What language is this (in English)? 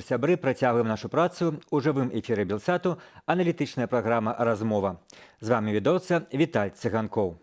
Belarusian